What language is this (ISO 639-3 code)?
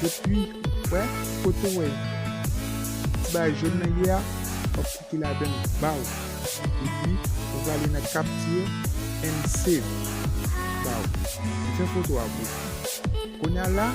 hat